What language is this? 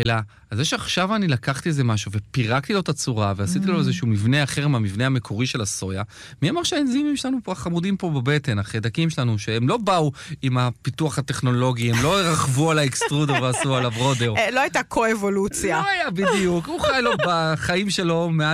Hebrew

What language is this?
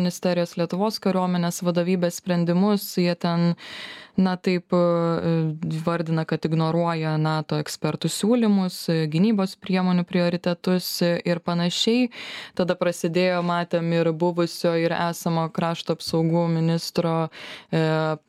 Lithuanian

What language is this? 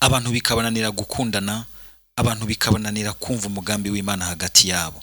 Rundi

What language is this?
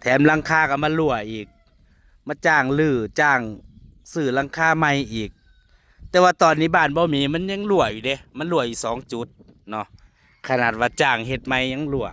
Northeastern Thai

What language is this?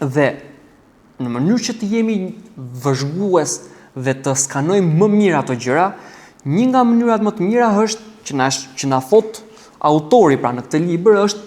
Albanian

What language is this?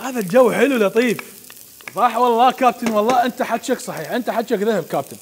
Mesopotamian Arabic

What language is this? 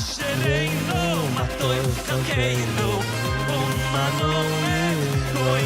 Yiddish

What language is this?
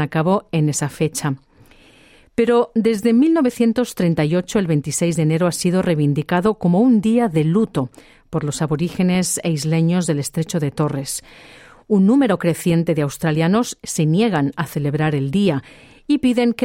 Spanish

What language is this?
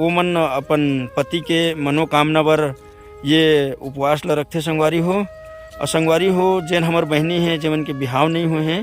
Chhattisgarhi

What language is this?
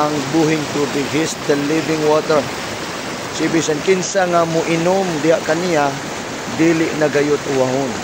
Cebuano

